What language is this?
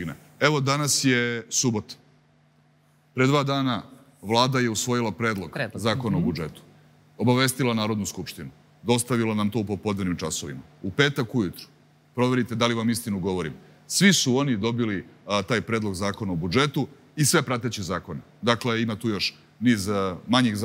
Serbian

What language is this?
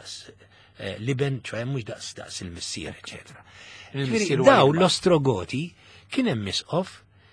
Maltese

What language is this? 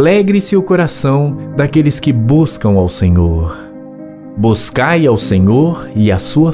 Portuguese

